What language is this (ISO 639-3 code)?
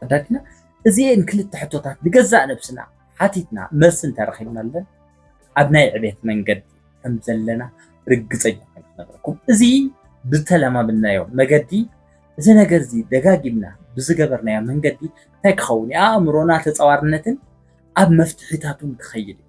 tir